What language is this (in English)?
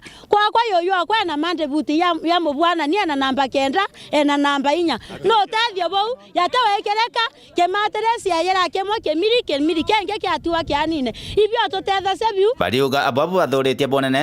Meru